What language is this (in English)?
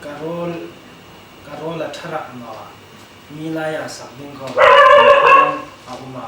Hmar